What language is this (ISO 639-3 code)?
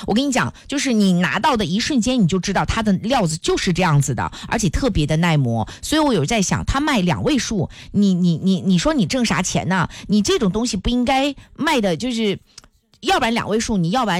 zho